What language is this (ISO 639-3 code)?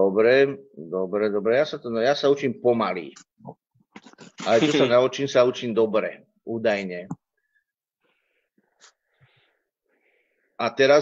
slk